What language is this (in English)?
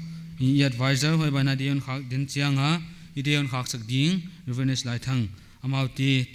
Paite Chin